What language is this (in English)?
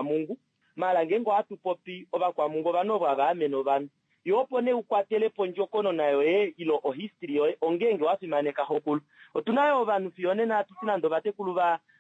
Kuanyama